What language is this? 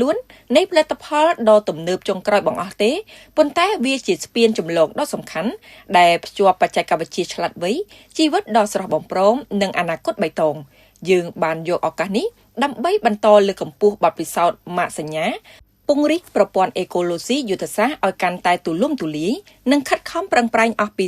Khmer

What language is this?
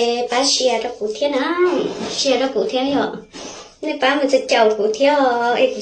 Hmong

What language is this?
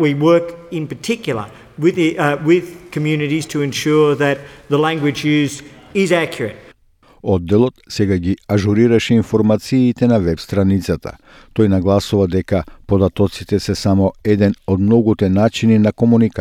Macedonian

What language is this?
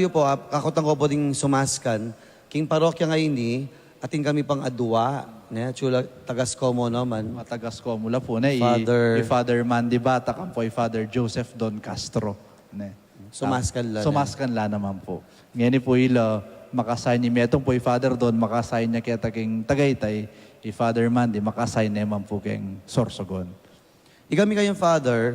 Pampanga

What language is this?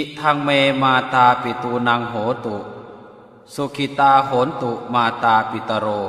Pali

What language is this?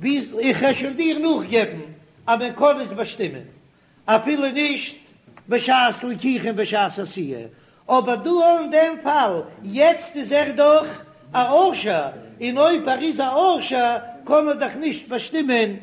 Yiddish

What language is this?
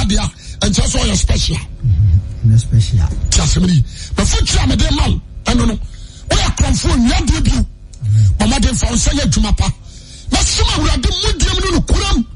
Akan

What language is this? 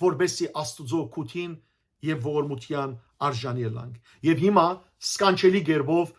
Western Armenian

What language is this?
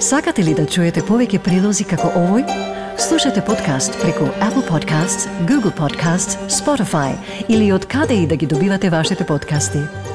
Macedonian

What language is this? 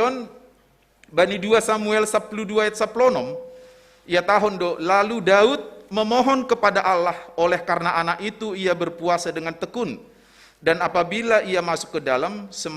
Batak Simalungun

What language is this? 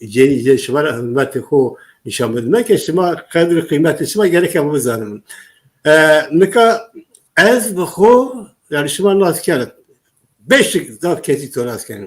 Zaza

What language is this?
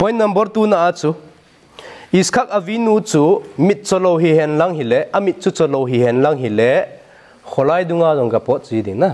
Thado Chin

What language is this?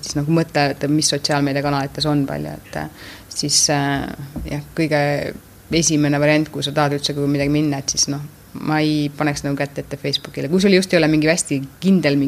Estonian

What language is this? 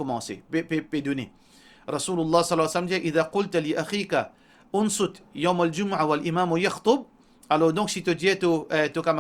Morisyen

